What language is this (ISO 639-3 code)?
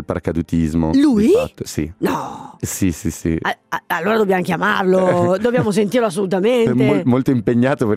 ita